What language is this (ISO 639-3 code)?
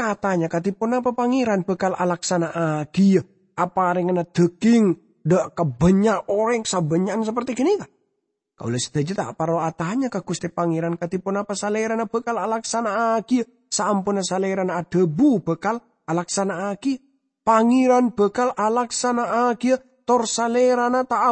mad